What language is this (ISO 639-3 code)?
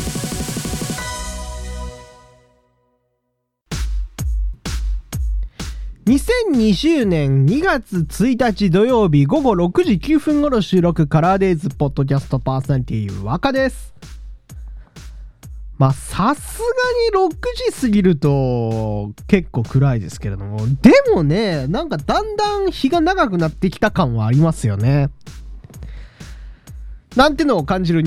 jpn